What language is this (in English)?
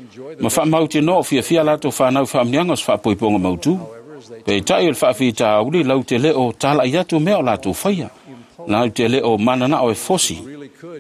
Samoan